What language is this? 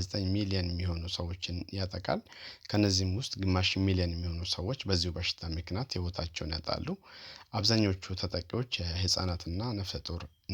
Amharic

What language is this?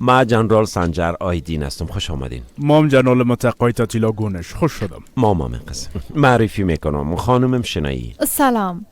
Persian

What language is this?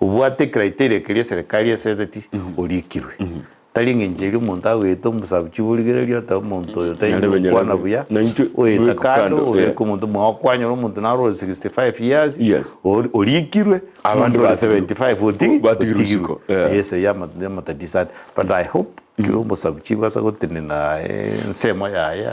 Gusii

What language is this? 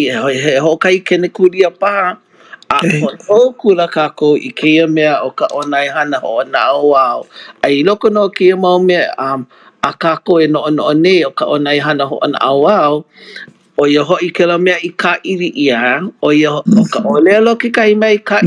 Hawaiian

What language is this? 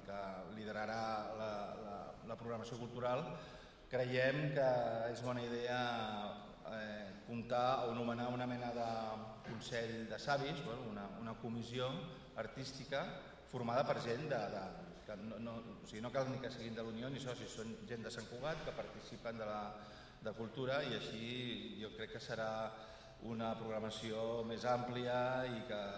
Catalan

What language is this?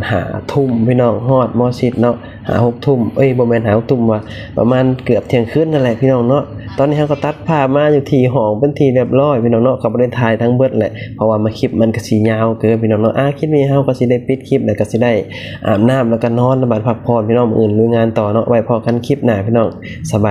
Lao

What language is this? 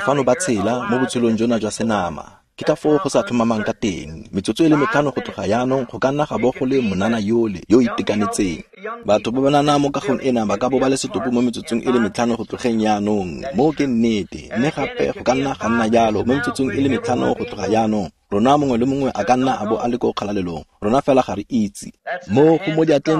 Tswana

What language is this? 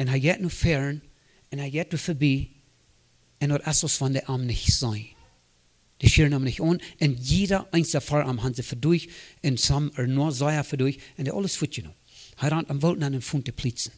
Plautdietsch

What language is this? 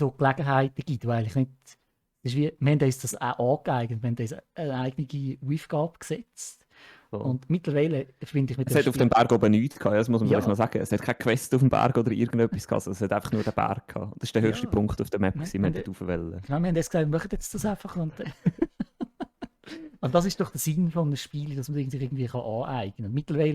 Swiss German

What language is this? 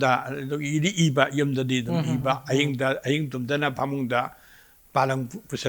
Manipuri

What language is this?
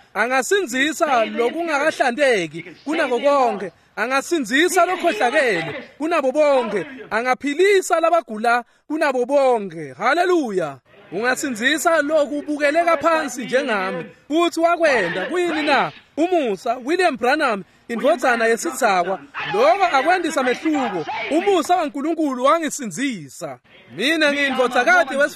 Swati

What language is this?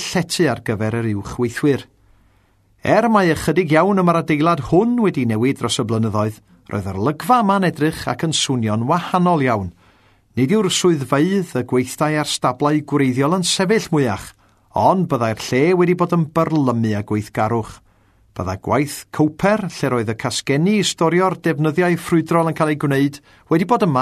Welsh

